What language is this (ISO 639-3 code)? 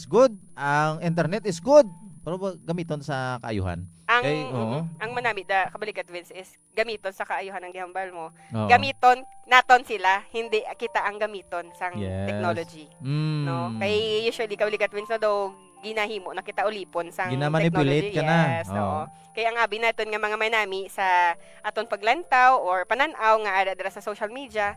hil